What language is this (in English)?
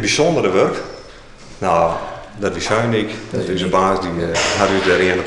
Western Frisian